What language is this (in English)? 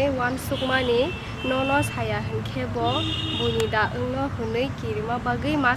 Kok Borok